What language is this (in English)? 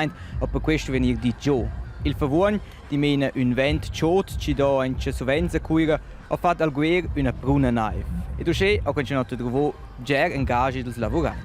Romansh